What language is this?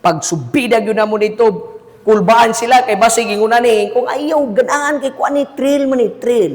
Cebuano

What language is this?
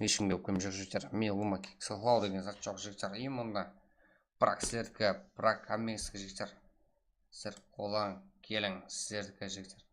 Kara-Kalpak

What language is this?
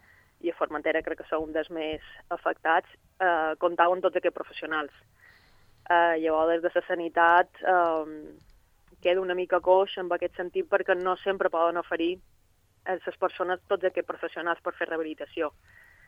Catalan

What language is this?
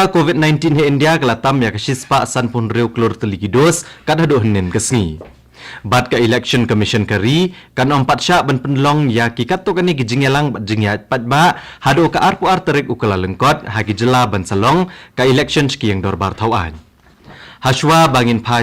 Khasi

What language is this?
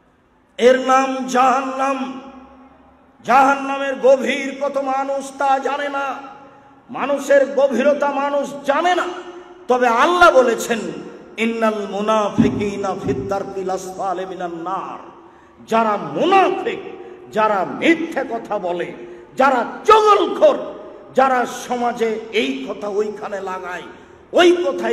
Bangla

